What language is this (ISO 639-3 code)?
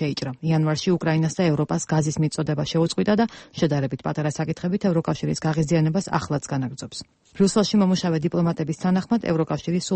kat